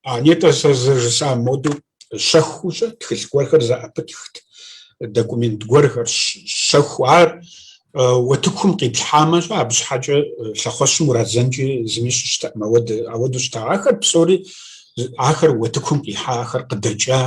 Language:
Kabardian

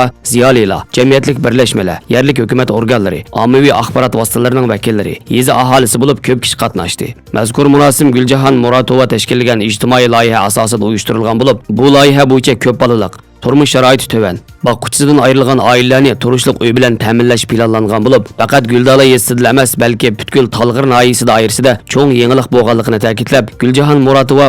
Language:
Uyghur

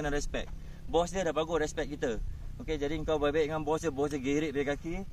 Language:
Malay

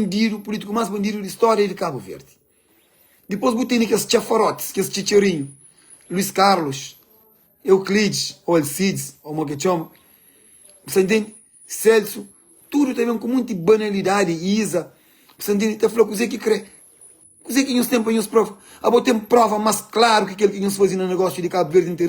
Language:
Kabuverdianu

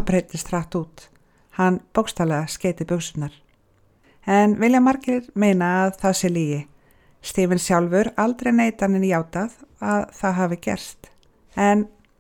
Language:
Icelandic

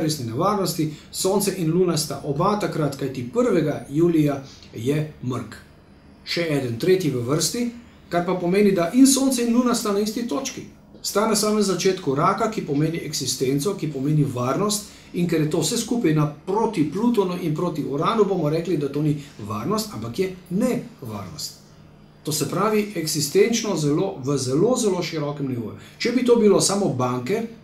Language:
Slovenian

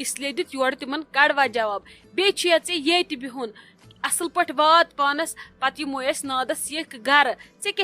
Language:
Kashmiri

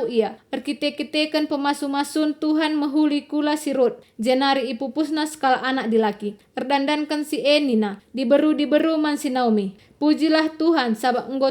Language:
Batak Karo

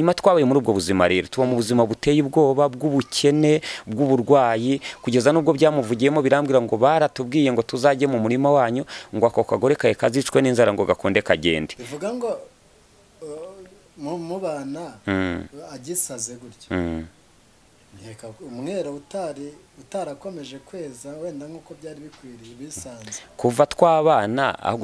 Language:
Kinyarwanda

